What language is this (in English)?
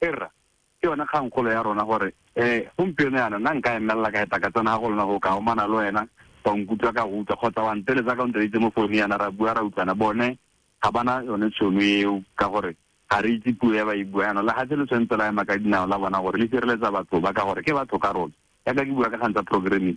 Tswana